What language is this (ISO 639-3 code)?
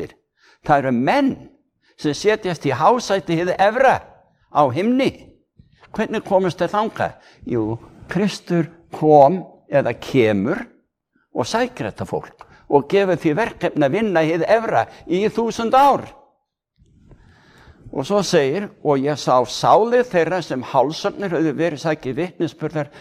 isl